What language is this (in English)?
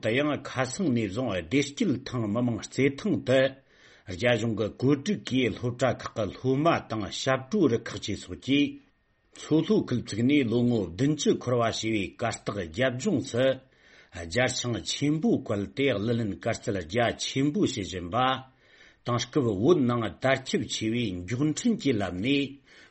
Tibetan